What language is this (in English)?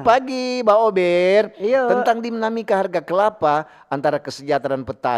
Manado Malay